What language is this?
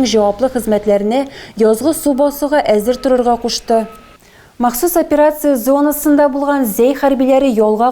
Tatar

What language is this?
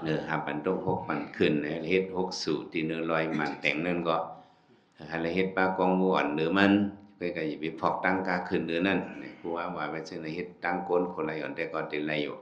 Shan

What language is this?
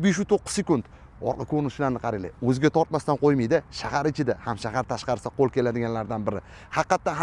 Uzbek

